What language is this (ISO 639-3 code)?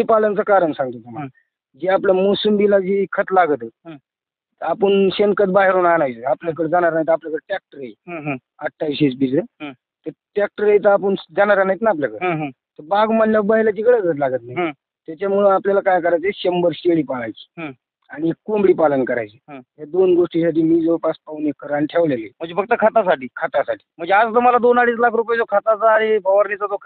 mar